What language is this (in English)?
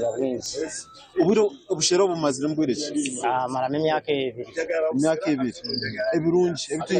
Nyankole